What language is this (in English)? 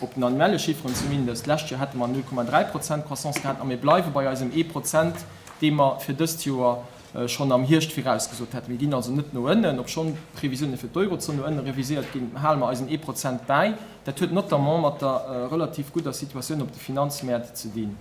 Luxembourgish